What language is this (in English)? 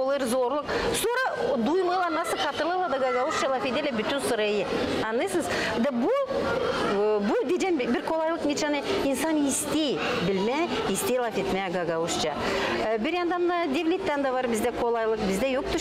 Gagauz